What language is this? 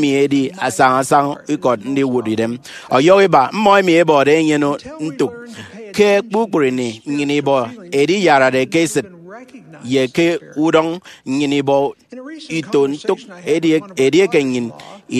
Efik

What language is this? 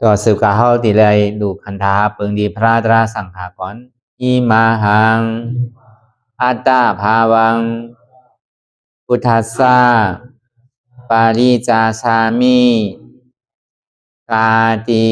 Shan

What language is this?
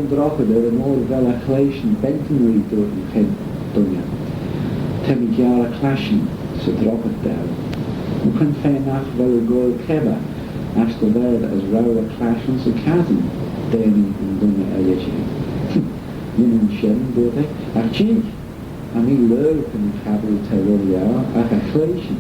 Manx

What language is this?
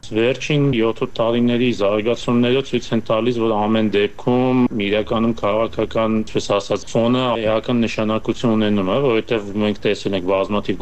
Armenian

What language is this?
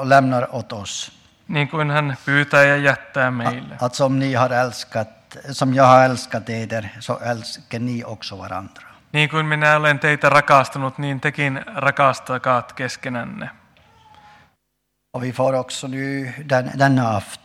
Swedish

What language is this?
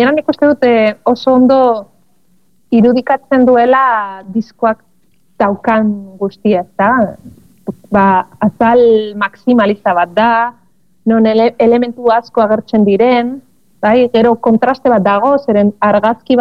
Basque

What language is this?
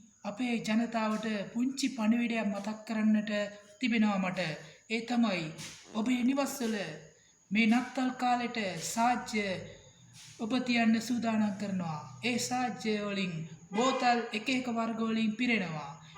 Sinhala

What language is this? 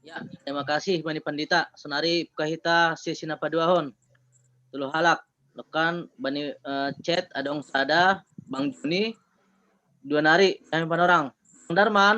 Batak Simalungun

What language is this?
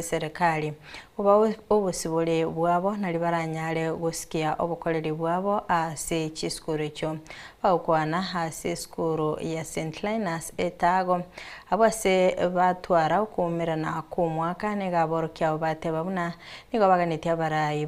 Gusii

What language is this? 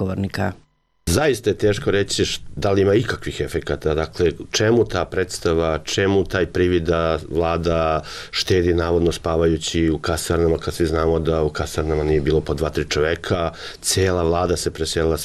Serbian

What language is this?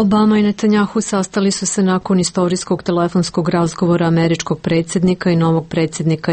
Serbian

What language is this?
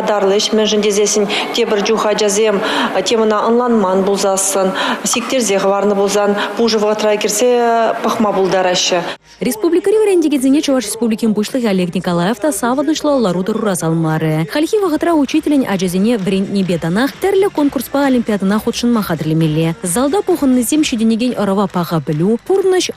Chuvash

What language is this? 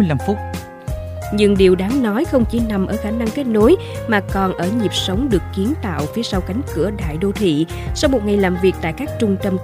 Vietnamese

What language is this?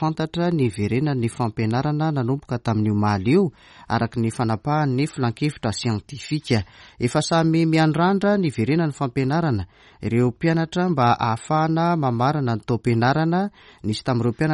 Malagasy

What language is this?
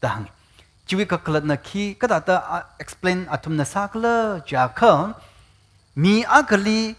Tangkhul Naga (India)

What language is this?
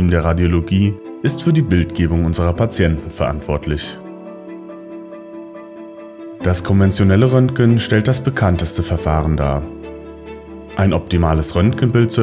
German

